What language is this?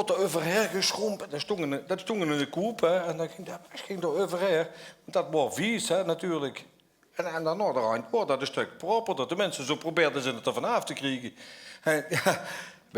Limburgish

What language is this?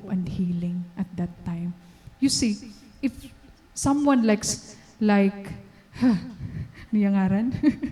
Waray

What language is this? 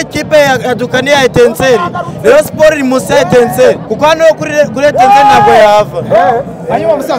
Kinyarwanda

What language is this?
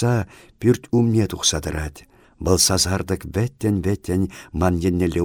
Chuvash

